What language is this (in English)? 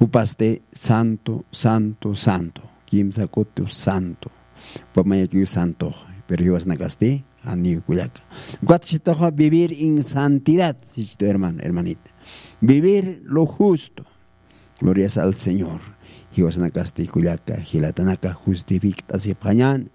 Aymara